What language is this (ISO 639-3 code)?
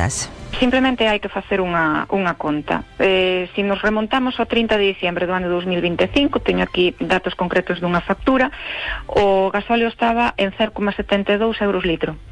glg